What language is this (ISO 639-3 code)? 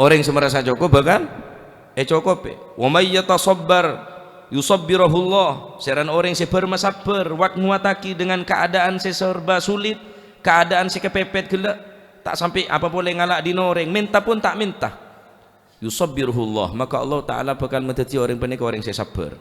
mad